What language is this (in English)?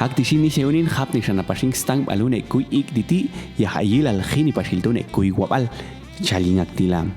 Popti'